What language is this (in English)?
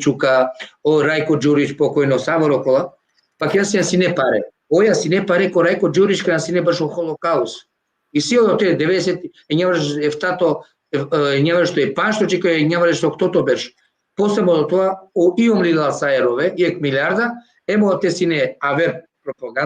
Balkan Romani